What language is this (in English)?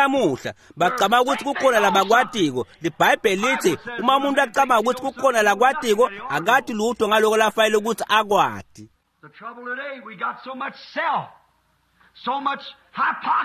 Swati